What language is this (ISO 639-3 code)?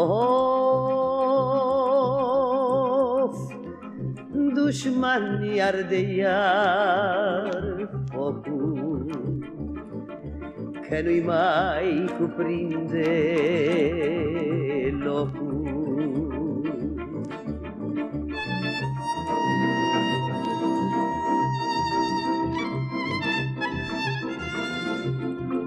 ron